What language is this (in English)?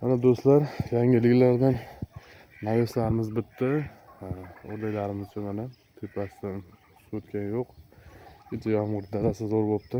Uzbek